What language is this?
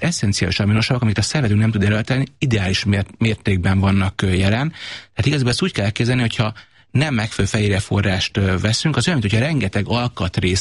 Hungarian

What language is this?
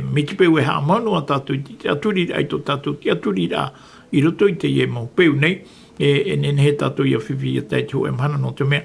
Tahitian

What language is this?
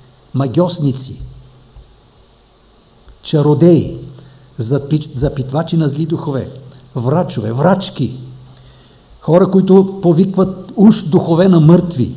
Bulgarian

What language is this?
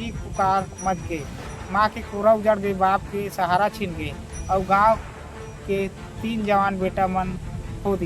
Chhattisgarhi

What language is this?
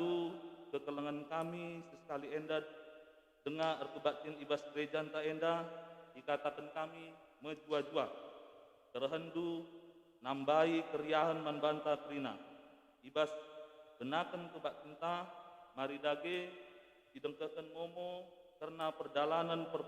Batak Karo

